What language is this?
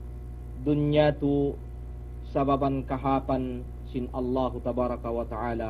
Yakan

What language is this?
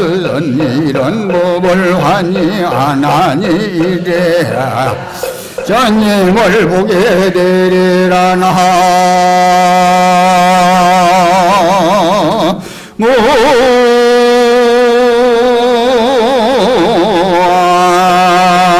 Korean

